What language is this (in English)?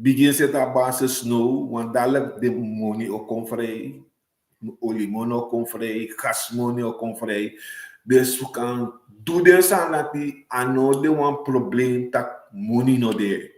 Sranan Tongo